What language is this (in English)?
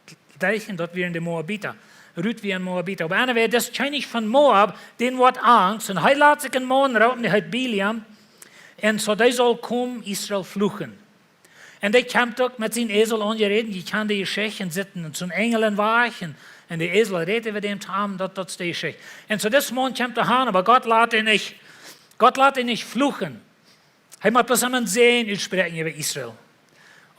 Plautdietsch